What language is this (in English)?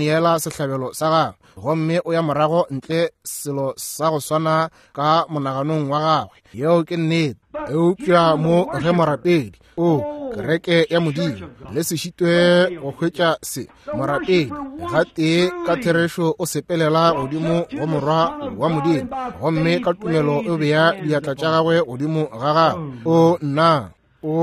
Northern Sotho